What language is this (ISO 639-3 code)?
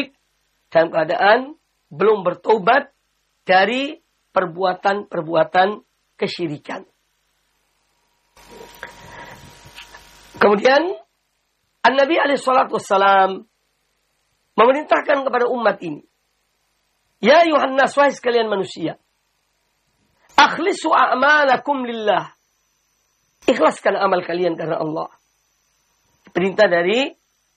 ind